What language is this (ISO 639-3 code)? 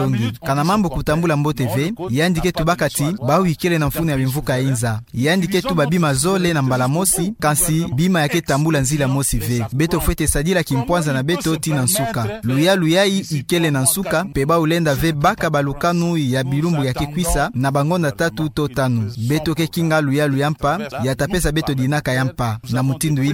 ktu